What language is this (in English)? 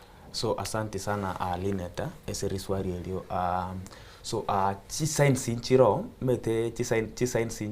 Gusii